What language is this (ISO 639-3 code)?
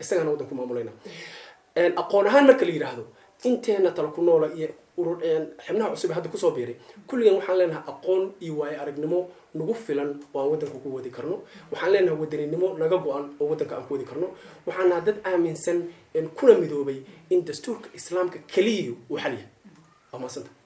som